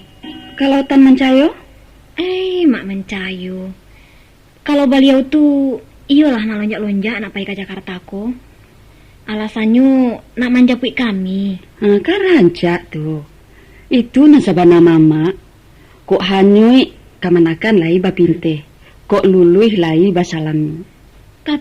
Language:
Minangkabau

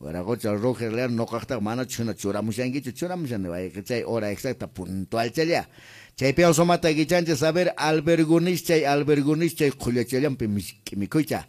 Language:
Quechua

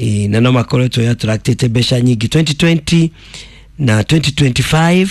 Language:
Kikuyu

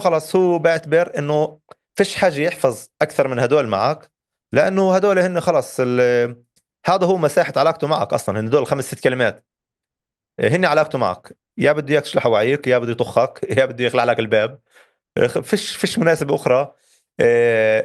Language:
North Levantine Arabic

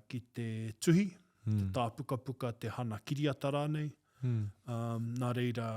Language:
Māori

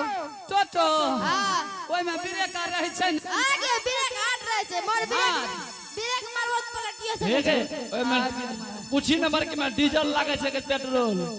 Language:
Angika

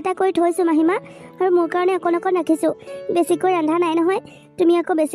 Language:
Assamese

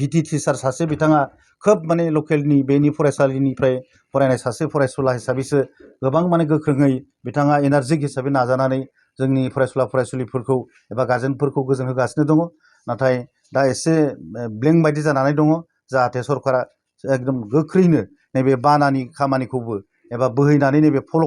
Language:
Bodo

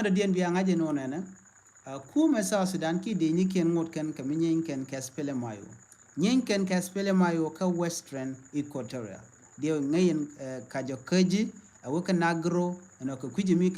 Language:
Nuer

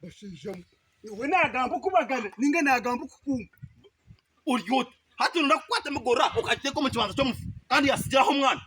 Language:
Nyankole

